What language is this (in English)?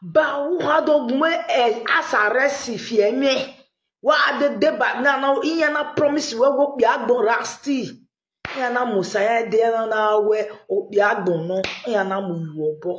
Nigerian Pidgin